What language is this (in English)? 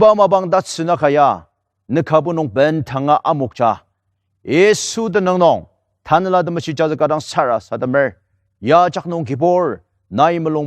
Ao Naga